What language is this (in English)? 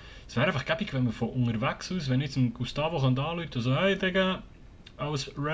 Swiss German